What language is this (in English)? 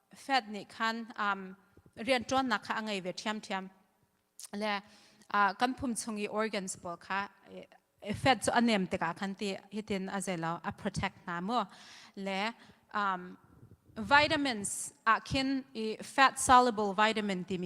Hakha Chin